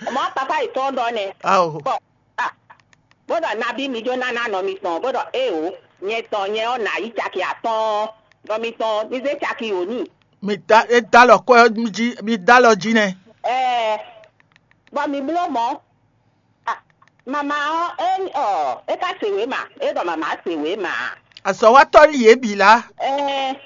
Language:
Fon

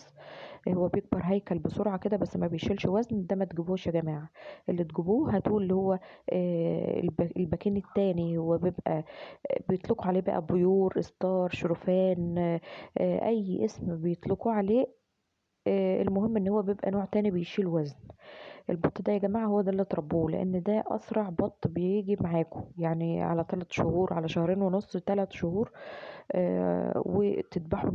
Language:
Egyptian Arabic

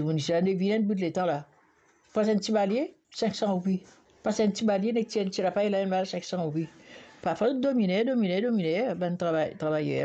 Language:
Morisyen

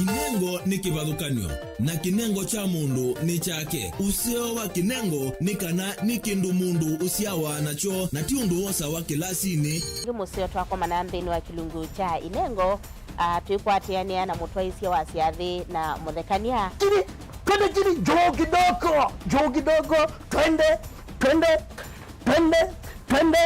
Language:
Kamba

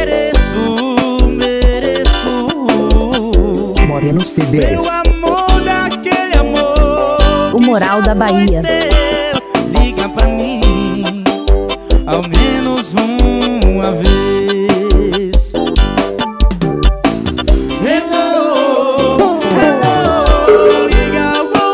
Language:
Portuguese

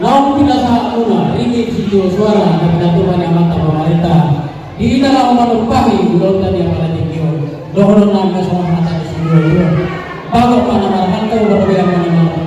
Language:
Batak Toba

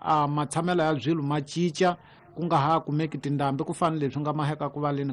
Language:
Tsonga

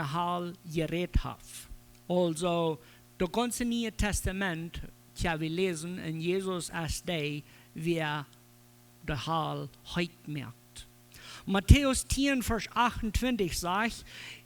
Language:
Plautdietsch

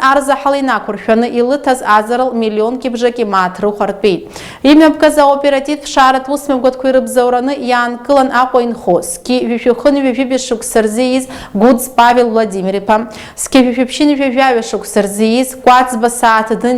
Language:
Abkhazian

